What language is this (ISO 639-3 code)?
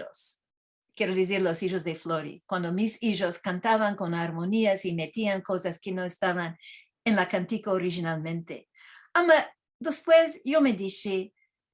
lad